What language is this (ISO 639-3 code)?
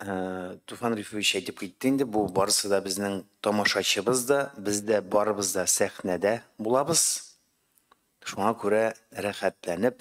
tat